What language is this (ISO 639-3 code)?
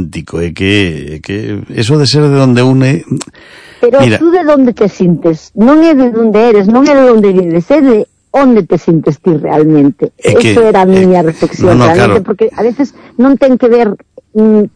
glg